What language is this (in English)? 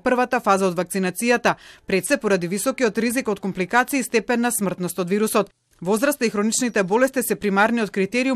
Macedonian